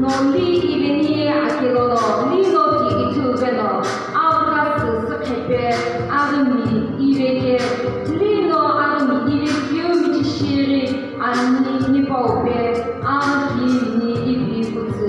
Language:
Sumi Naga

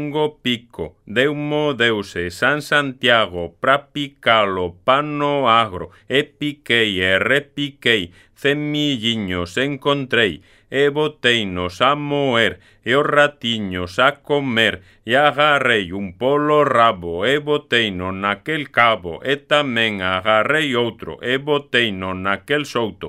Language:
Galician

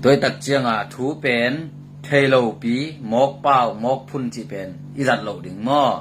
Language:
Tedim Chin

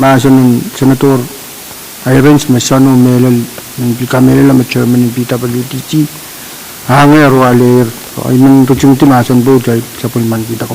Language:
Pohnpeian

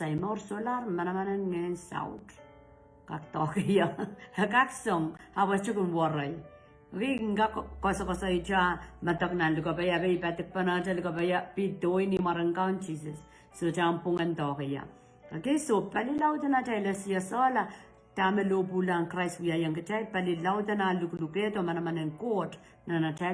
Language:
Pohnpeian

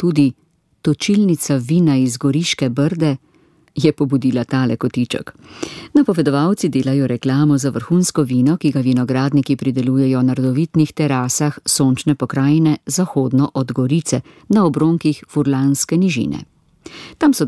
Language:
Slovenian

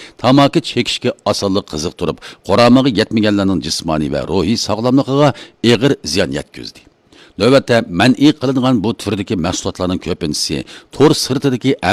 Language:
Uyghur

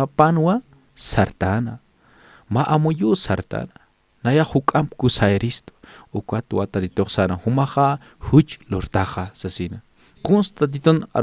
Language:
Aymara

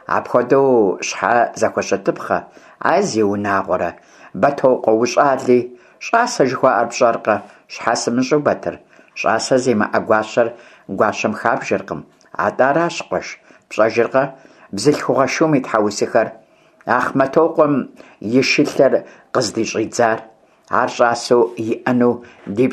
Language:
Kabardian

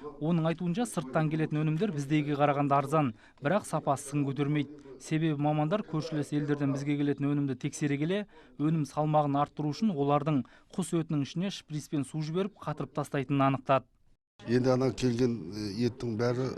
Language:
Kazakh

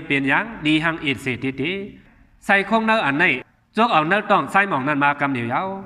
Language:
Shan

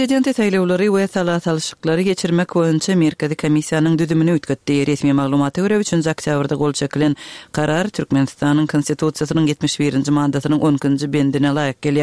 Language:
Turkmen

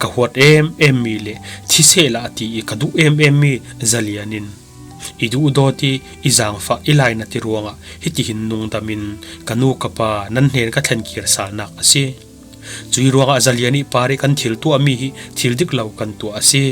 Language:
Falam Chin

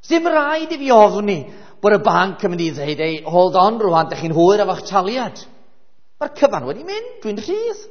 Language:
Welsh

